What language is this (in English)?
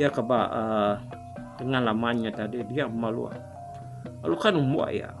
Iban